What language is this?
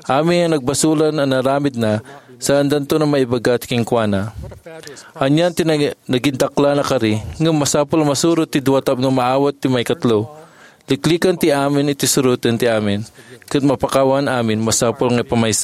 Iloko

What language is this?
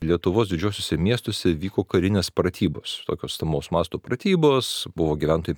Lithuanian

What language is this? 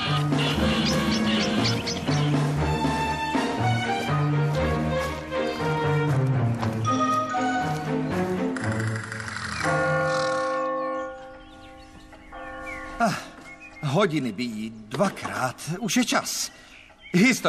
Czech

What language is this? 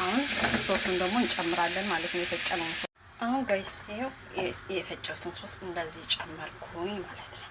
Amharic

